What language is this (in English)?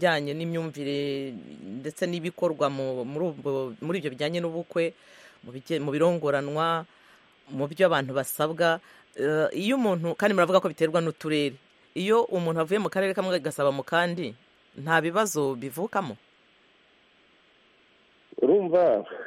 Kinyarwanda